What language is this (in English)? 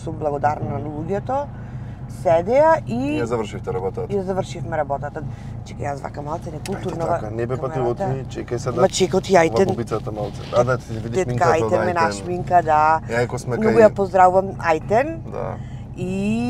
Macedonian